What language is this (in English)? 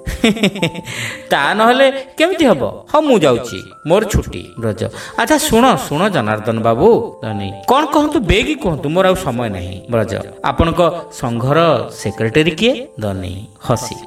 Odia